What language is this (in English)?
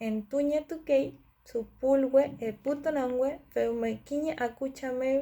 Mapuche